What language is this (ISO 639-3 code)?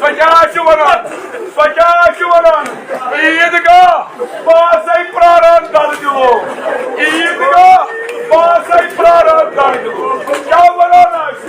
kas